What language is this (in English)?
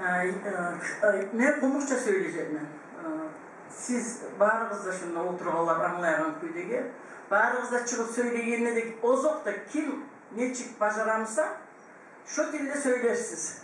Kumyk